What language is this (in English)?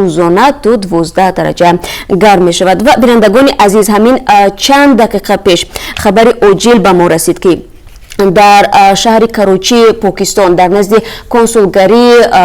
Tajik